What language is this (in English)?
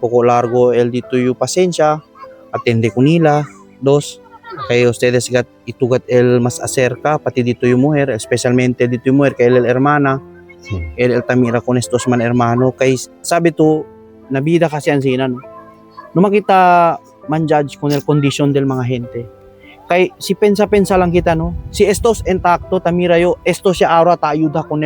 Chavacano